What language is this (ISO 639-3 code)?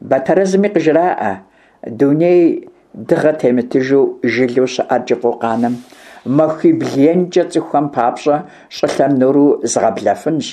kbd